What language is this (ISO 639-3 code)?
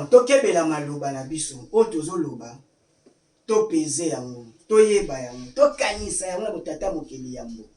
lin